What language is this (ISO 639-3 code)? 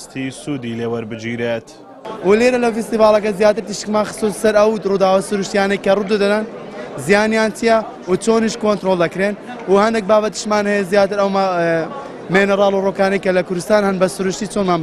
ckb